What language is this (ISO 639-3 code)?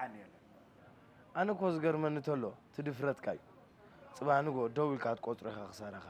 tir